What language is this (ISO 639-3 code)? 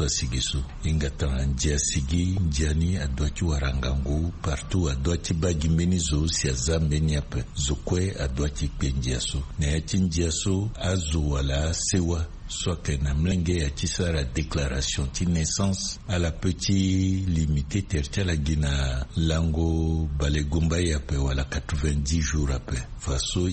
sag